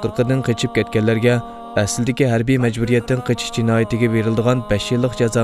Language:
Uyghur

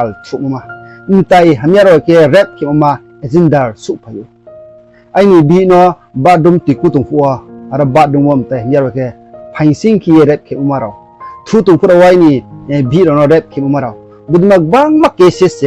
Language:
Riang (India)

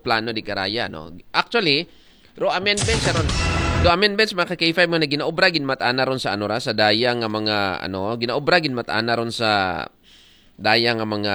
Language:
Aklanon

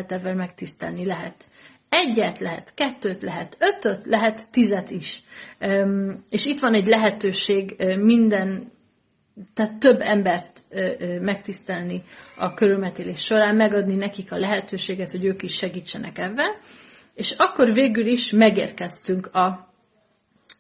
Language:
Hungarian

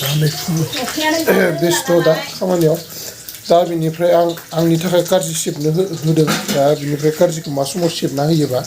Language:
Bodo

